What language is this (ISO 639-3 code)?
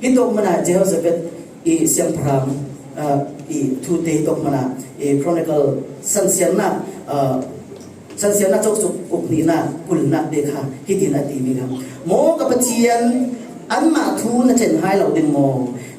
cfm